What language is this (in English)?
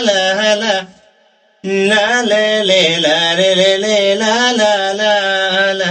Santali